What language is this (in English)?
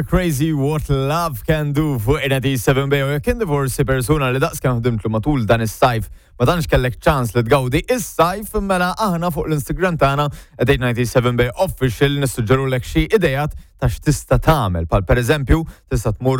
Maltese